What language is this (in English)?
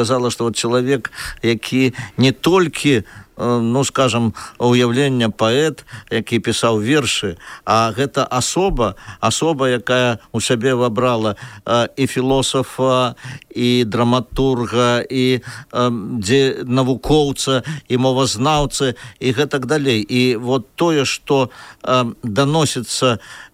Belarusian